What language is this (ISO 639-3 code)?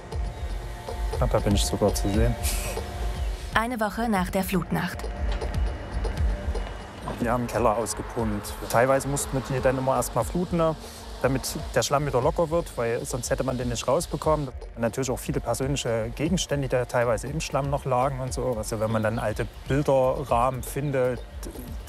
deu